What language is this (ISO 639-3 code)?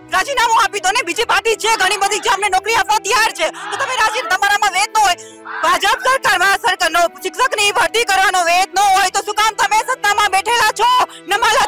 guj